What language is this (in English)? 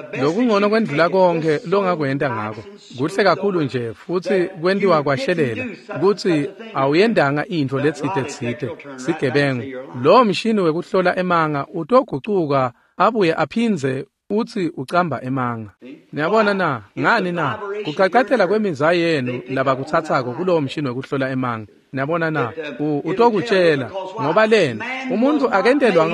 Swati